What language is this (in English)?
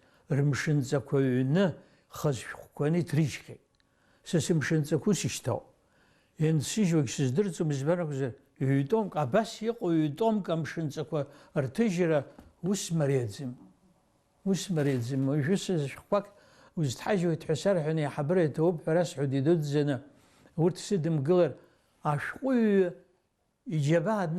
Abkhazian